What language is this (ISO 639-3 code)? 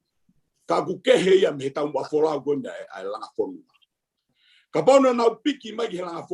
ton